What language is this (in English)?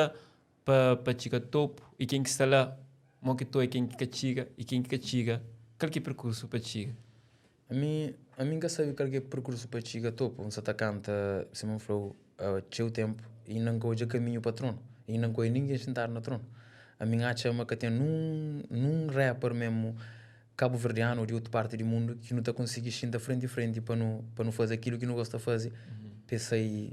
Kabuverdianu